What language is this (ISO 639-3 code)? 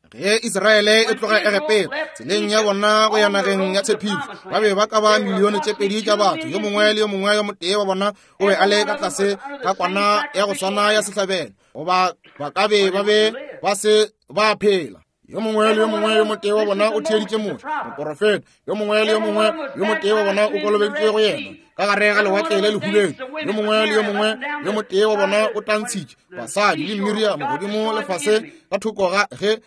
nso